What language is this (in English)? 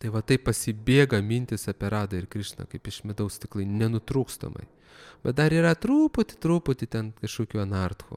Lithuanian